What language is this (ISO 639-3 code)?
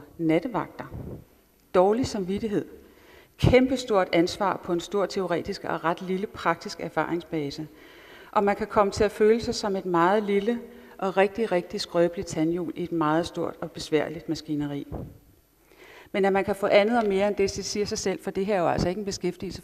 dan